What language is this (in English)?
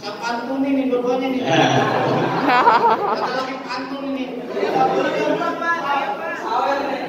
Betawi